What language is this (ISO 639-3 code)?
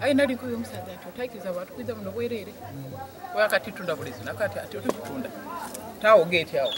xog